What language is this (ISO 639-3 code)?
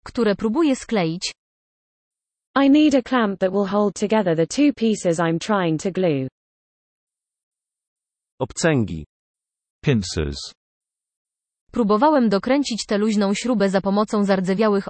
pol